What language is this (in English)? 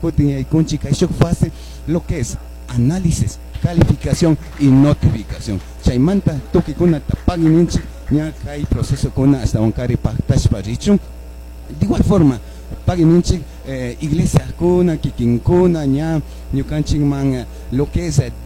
Chimborazo Highland Quichua